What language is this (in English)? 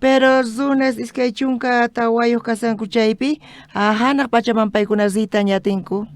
South Bolivian Quechua